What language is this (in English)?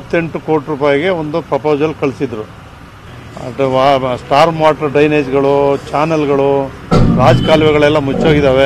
Kannada